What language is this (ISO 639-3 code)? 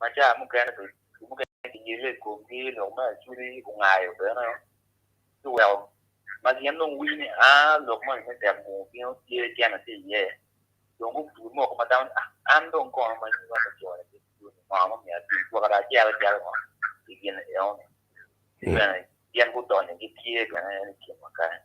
ach